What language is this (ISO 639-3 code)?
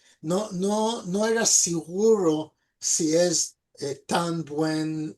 lad